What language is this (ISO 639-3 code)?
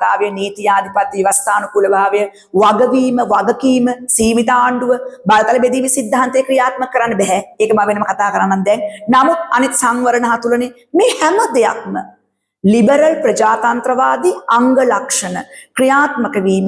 sin